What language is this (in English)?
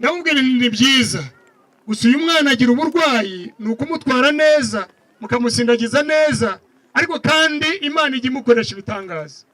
Kinyarwanda